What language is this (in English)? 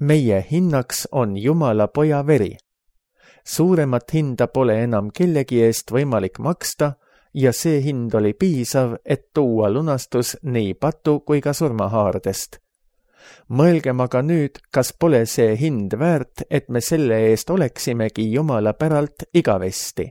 Estonian